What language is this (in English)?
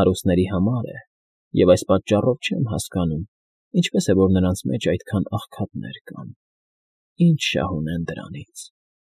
Armenian